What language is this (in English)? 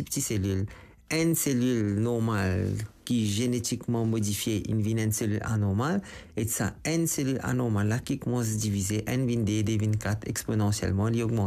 Morisyen